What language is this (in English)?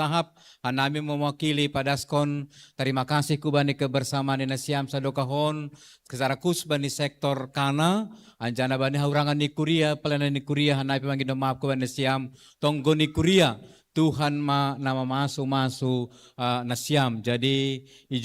Batak Simalungun